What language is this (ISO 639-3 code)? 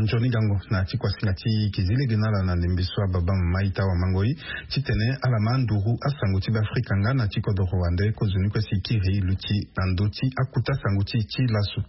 sag